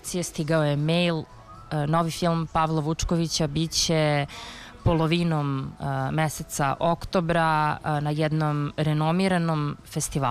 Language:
Serbian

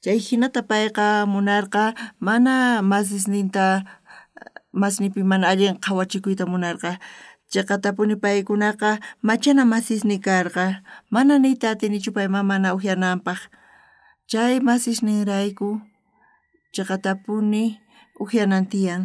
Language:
South Bolivian Quechua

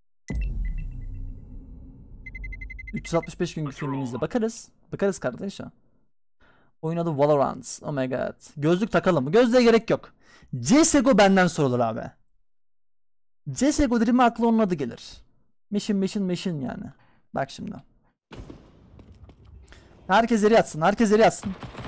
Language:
Turkish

